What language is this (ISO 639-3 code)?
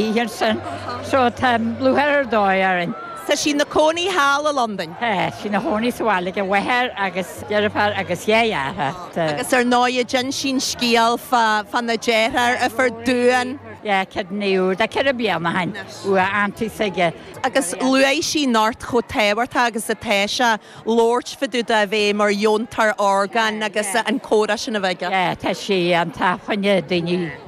gle